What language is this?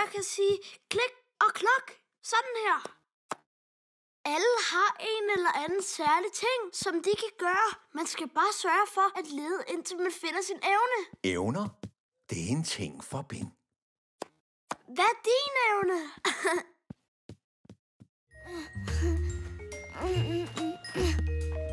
Danish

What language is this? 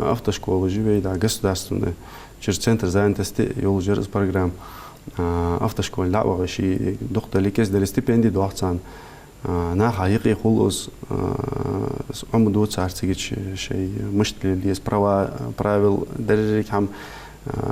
Ingush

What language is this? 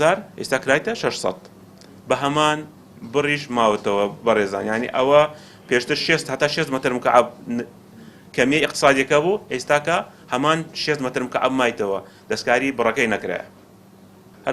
Central Kurdish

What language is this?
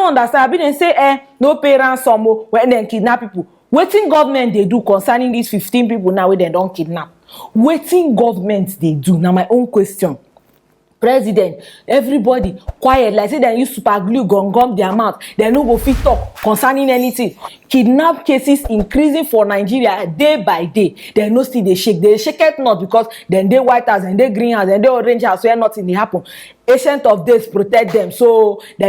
Nigerian Pidgin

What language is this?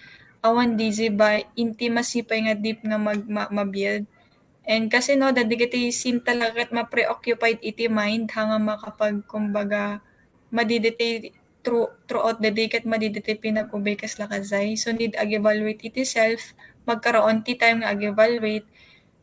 Iloko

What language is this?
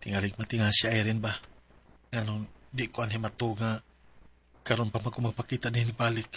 Cebuano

